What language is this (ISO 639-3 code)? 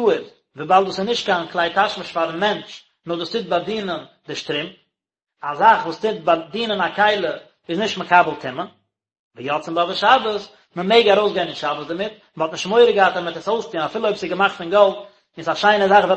yid